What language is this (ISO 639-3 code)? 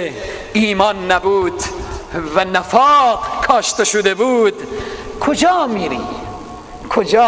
fas